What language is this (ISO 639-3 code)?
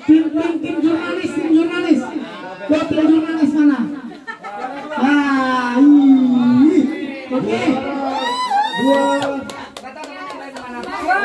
ind